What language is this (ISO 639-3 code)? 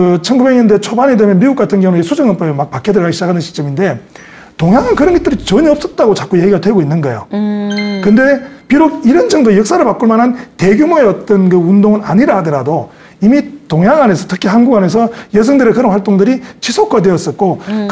kor